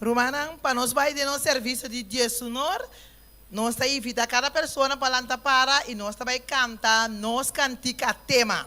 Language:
Papiamento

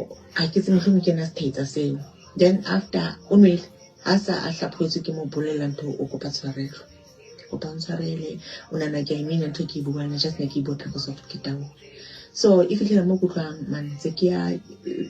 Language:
Southern Sotho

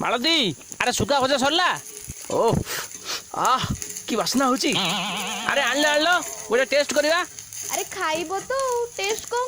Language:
Odia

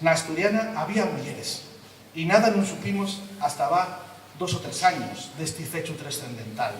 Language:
Asturian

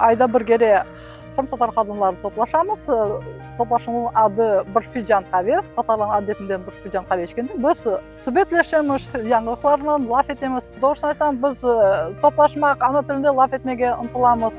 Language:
Crimean Tatar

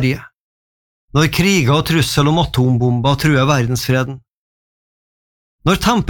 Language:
Norwegian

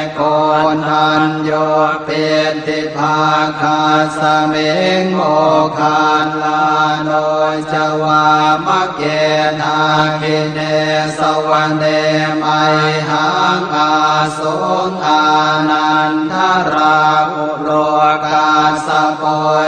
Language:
Pali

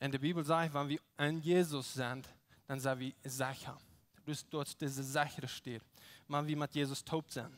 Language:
Plautdietsch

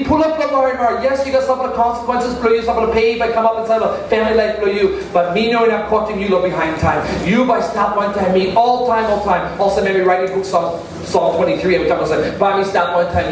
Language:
Tok Pisin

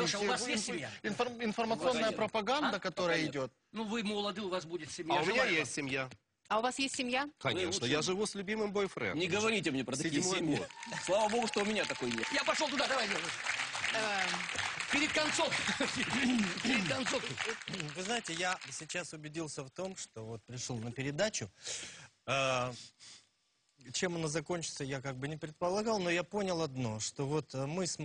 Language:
Russian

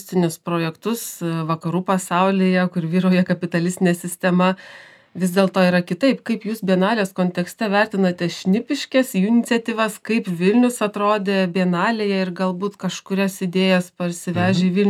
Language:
Lithuanian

